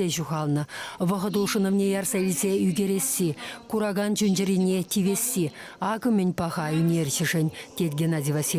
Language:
Chuvash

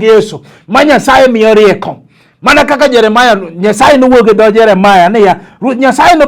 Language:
Luo (Kenya and Tanzania)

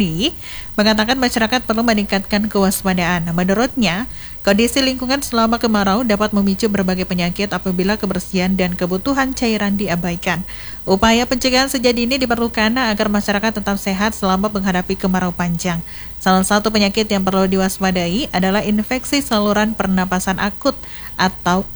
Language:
Indonesian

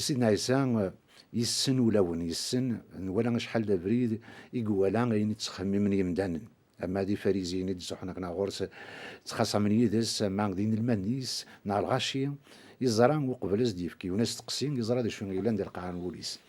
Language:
Kabyle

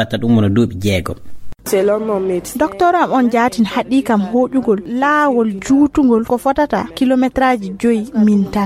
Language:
Fula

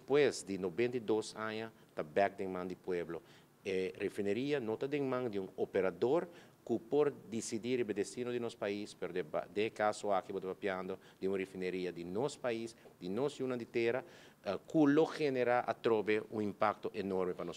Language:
Papiamento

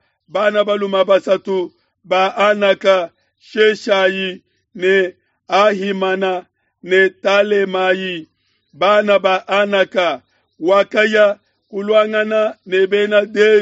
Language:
Luba-Lulua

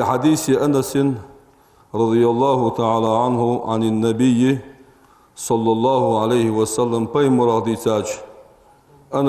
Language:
Ingush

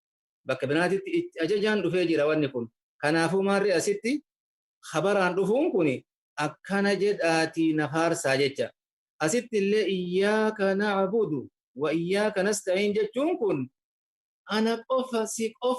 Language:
Oromo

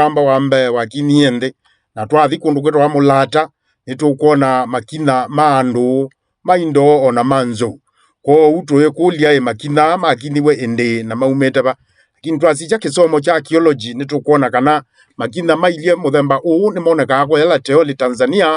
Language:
Kamba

